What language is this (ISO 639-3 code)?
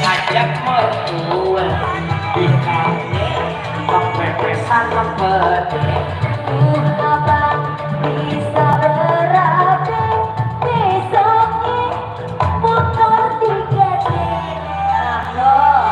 bew